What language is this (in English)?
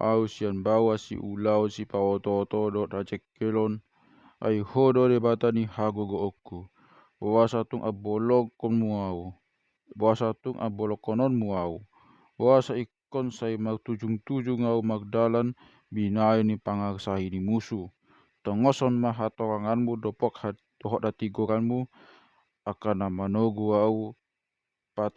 Batak Toba